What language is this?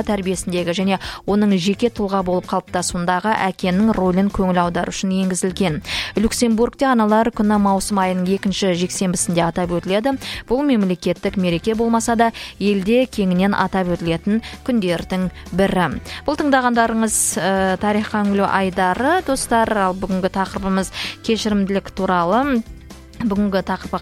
Kazakh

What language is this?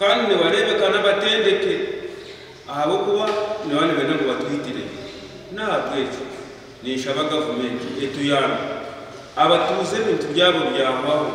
Nyankole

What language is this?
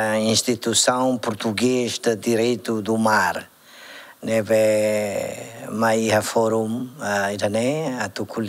Tetum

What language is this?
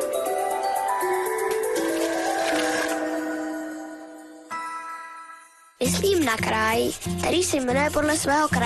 Czech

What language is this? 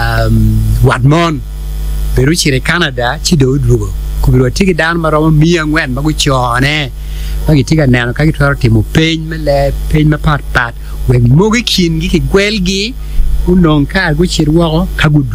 Acoli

